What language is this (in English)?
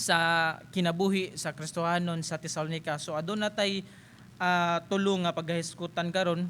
Cebuano